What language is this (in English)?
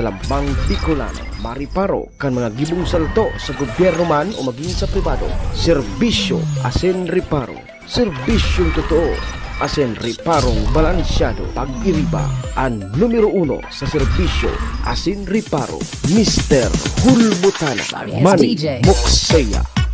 Bikol